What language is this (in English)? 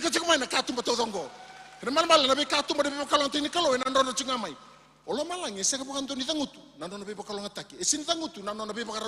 Fijian